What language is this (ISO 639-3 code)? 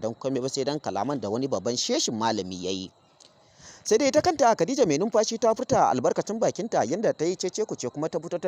hau